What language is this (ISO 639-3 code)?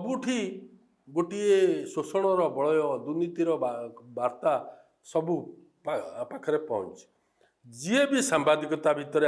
ori